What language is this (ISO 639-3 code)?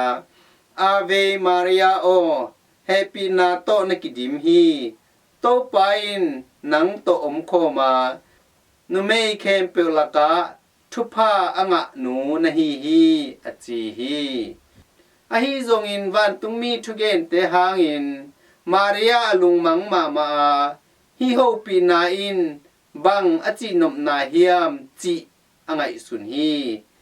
ctd